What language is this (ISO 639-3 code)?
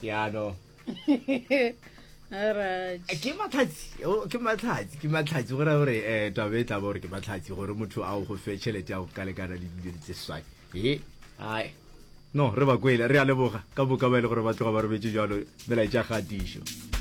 nso